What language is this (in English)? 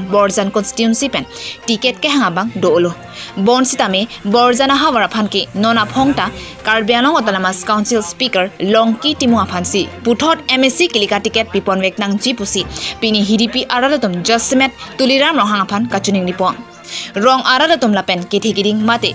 Karbi